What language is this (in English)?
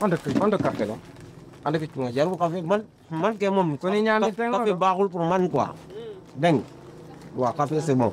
Pular